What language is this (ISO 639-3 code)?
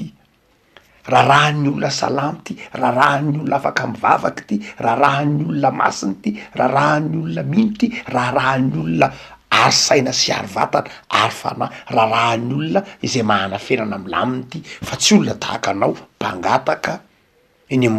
mlg